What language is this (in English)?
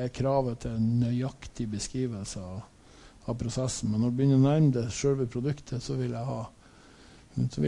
Norwegian